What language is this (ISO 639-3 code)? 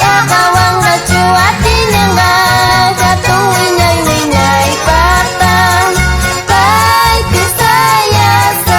quh